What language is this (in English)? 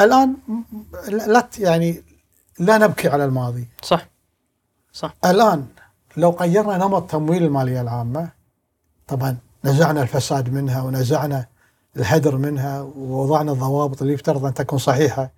Gulf Arabic